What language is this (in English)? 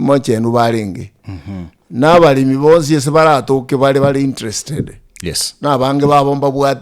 Gusii